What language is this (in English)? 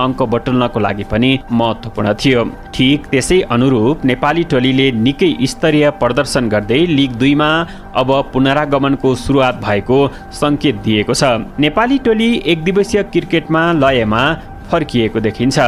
Nepali